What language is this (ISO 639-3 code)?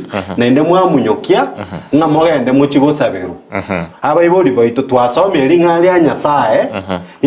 guz